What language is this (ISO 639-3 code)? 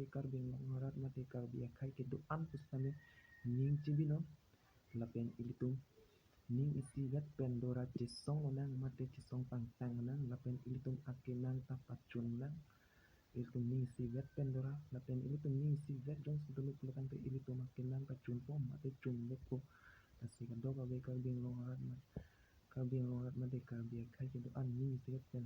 mjw